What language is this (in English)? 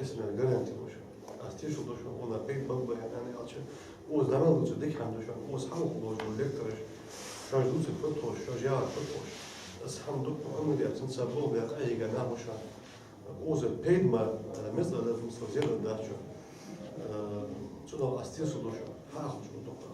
Ingush